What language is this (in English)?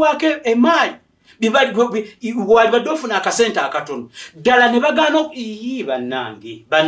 Ganda